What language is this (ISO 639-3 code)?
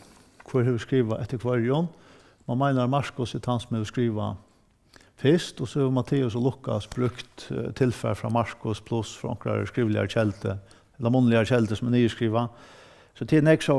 fao